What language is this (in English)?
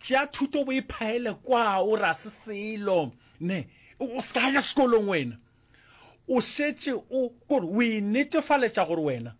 Northern Sotho